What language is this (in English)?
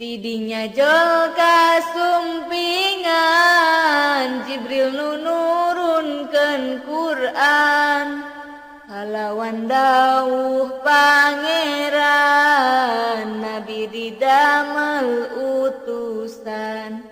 Sundanese